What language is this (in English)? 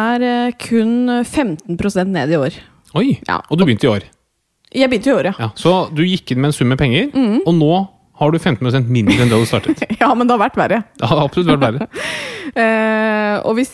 Norwegian